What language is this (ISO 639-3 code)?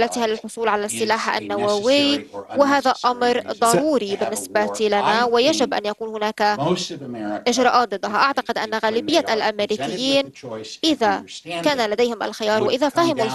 ara